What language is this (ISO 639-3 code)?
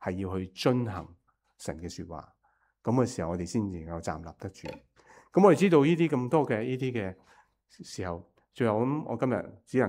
yue